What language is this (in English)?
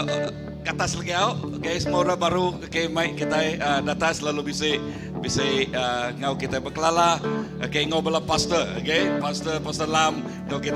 Iban